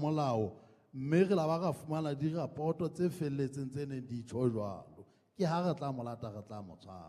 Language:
Southern Sotho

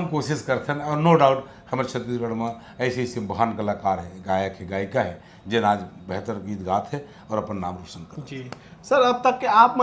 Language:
Chhattisgarhi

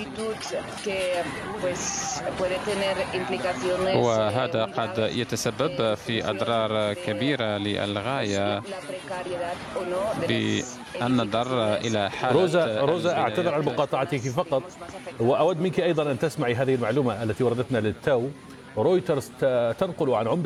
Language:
Arabic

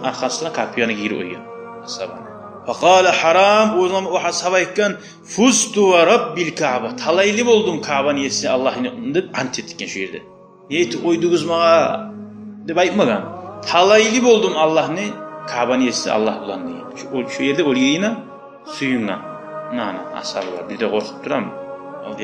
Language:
Kumyk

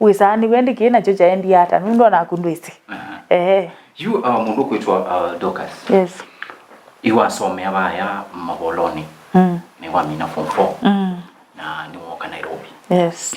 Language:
Kamba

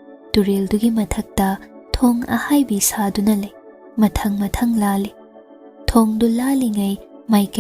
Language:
Manipuri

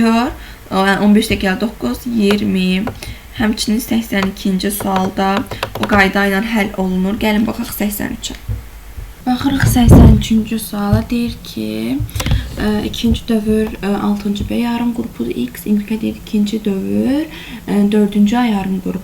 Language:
Azerbaijani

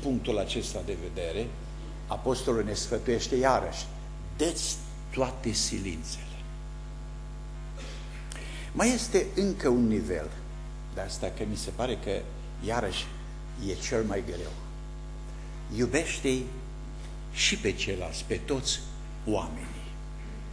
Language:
Romanian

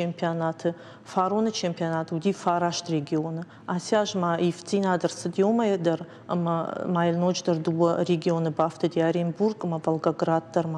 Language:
Ossetic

